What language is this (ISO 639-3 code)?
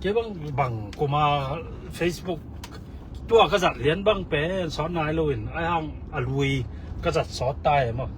ctd